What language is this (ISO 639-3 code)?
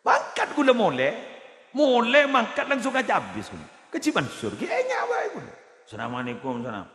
mad